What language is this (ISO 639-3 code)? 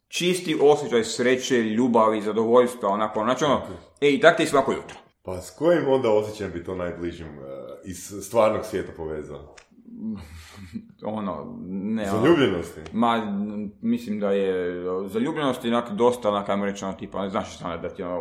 hrv